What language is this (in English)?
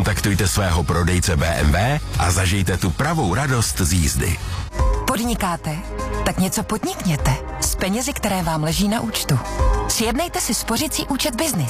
Czech